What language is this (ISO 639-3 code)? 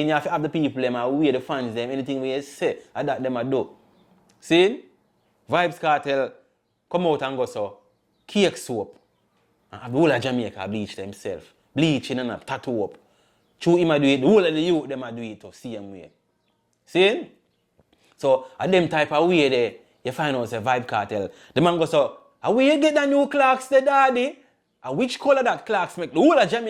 jam